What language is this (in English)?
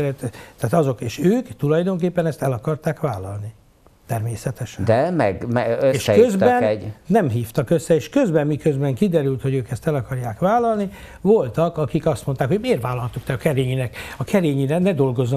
Hungarian